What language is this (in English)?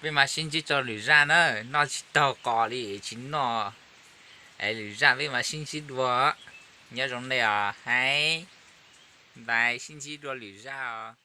Hmong